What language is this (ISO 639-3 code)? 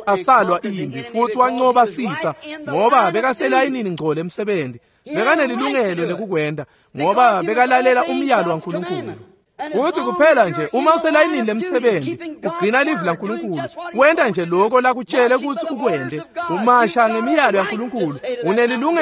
ssw